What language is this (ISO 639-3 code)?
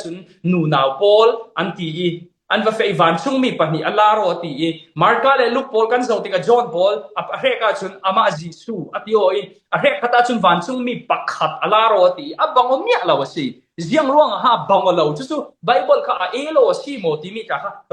cfm